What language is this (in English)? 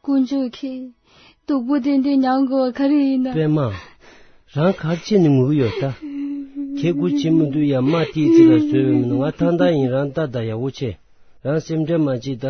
Tibetan